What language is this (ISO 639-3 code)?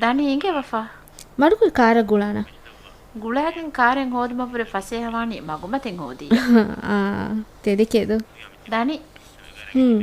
div